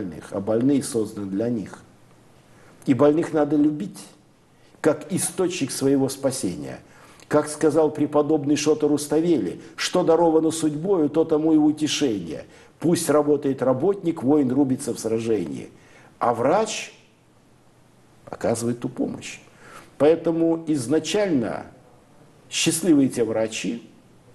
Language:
Russian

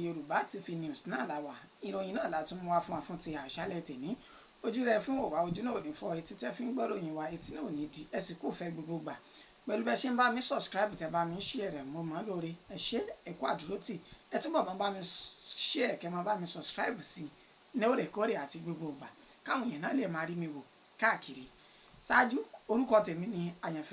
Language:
Yoruba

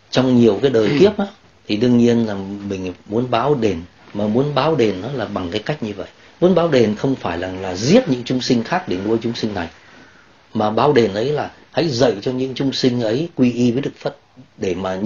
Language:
Vietnamese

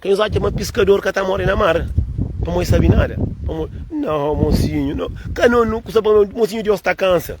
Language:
Kabuverdianu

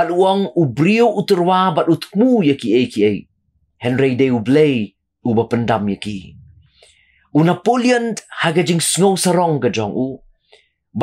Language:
Khasi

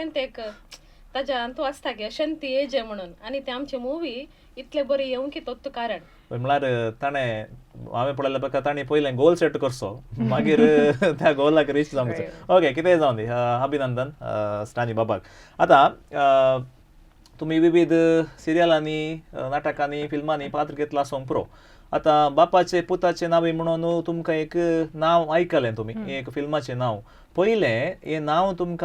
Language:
Konkani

